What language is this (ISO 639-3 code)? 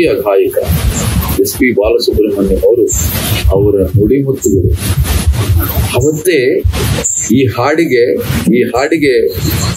kan